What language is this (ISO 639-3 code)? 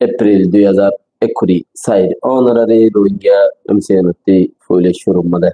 rhg